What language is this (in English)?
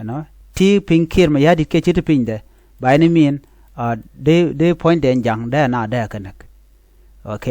Nuer